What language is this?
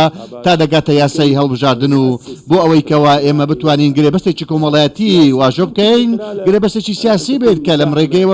Central Kurdish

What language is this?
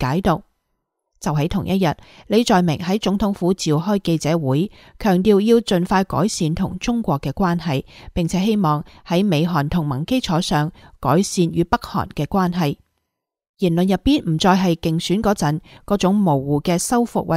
Cantonese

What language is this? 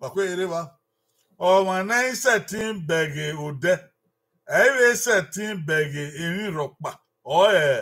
Bini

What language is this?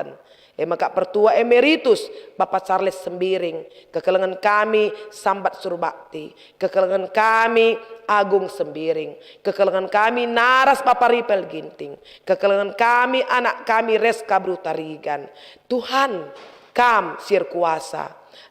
Batak Karo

